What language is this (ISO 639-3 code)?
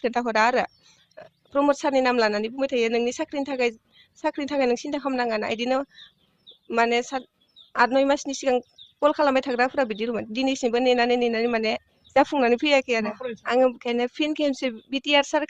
brx